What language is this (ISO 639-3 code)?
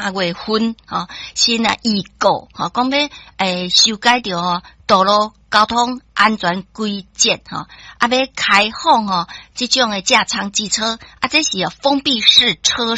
nan